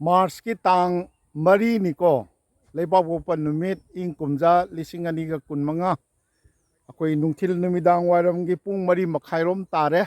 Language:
Manipuri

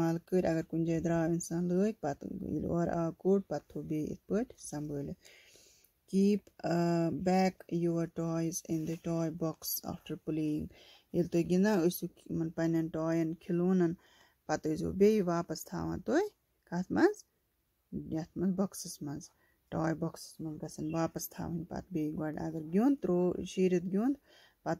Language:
Kashmiri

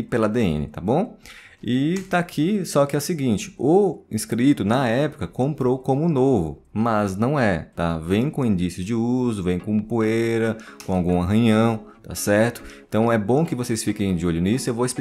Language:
Portuguese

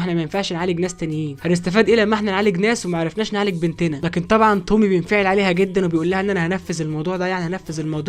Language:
Egyptian Arabic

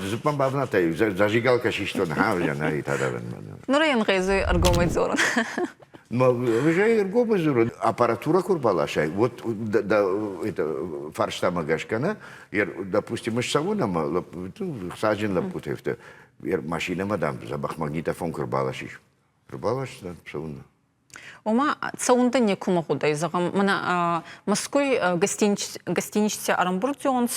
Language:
Ossetic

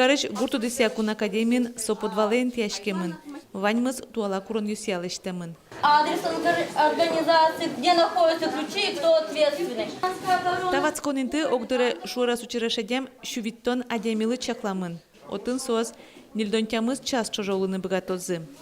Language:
Udmurt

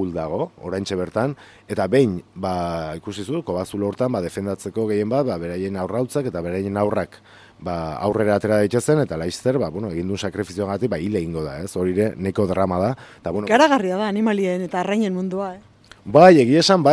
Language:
Basque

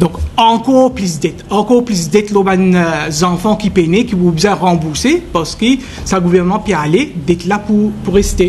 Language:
Morisyen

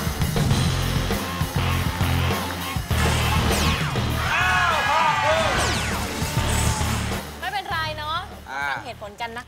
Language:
Thai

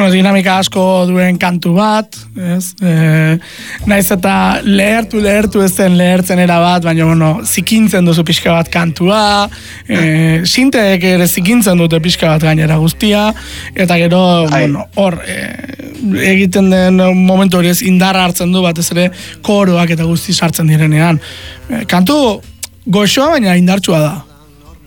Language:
Basque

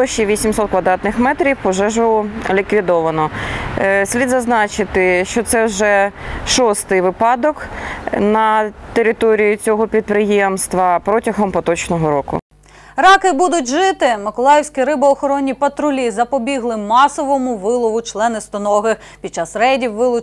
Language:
Ukrainian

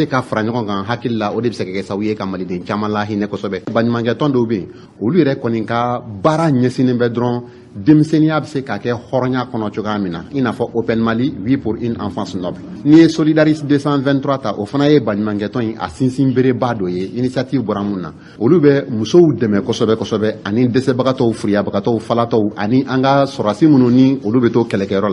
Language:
Bambara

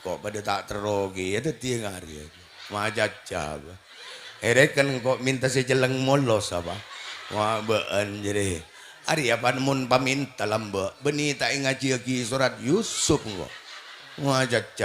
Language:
Madurese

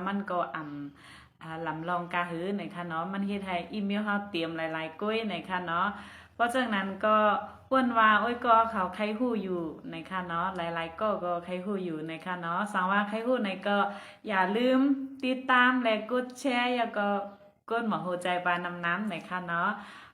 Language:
Shan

